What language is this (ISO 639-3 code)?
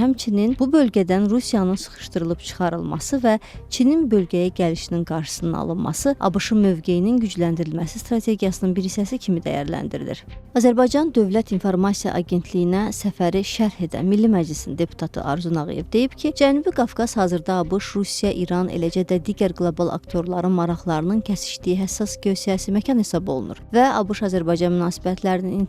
aze